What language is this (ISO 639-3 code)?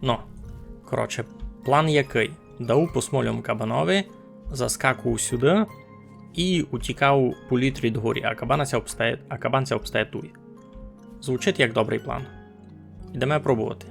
rue